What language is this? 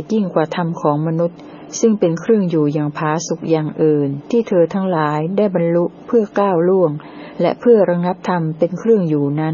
Thai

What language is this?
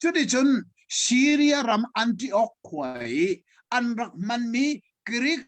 Hakha Chin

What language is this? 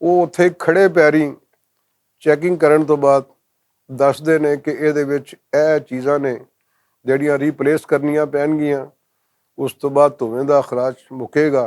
Western Panjabi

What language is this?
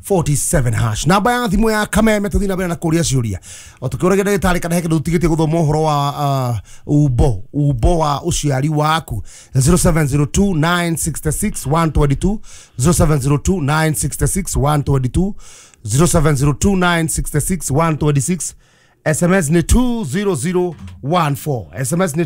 Kikuyu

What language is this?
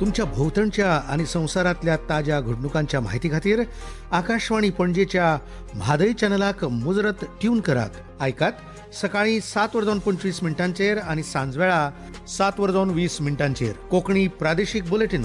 Konkani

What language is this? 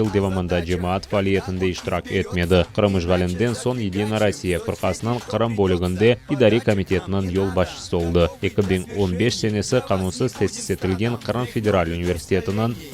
Crimean Tatar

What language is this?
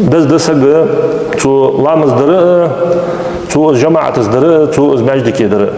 Ingush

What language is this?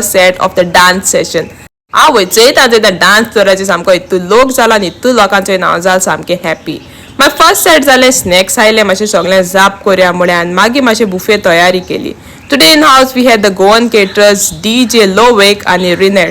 Konkani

